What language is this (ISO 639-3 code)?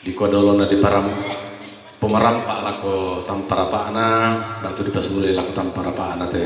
sda